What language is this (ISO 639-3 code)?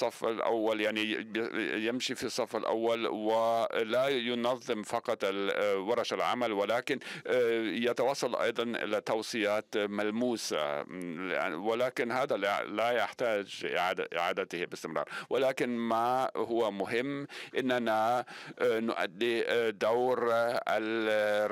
ara